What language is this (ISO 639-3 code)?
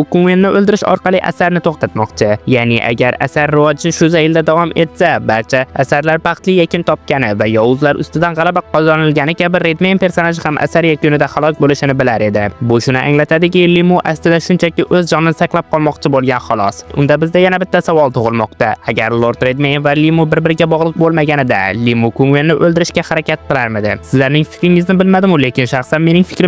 uzb